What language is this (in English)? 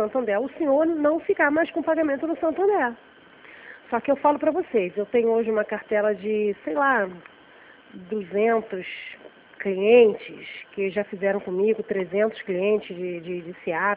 Portuguese